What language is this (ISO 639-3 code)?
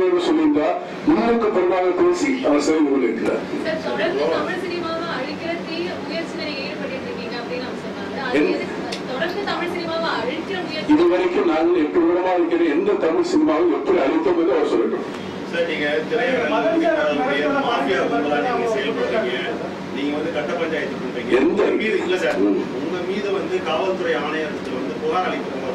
tam